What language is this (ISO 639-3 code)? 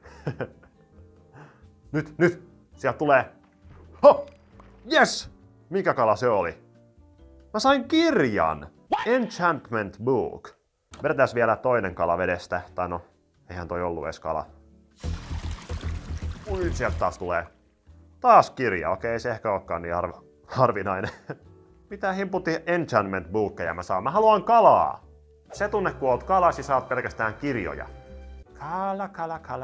fin